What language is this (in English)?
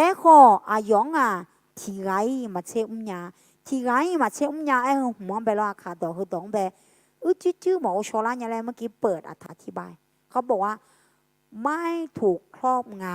Akha